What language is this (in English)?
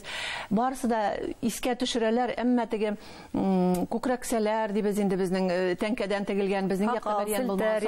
Bashkir